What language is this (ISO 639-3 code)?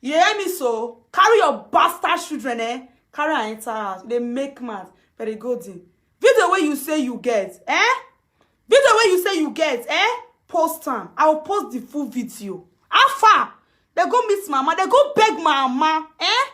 pcm